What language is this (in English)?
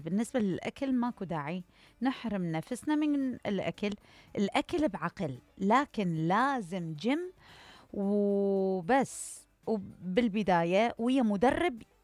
Mesopotamian Arabic